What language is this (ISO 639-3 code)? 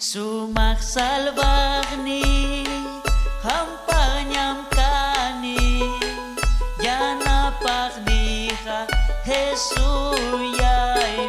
quy